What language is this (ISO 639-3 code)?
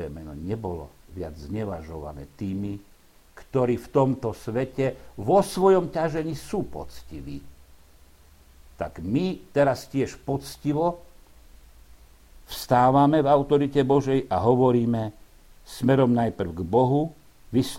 slk